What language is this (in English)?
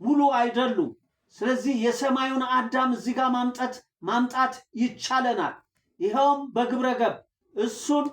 Amharic